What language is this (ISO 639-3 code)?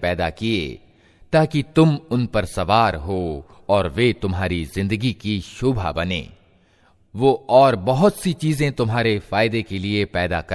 hin